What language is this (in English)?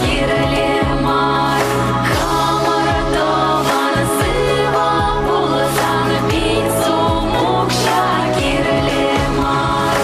Chuvash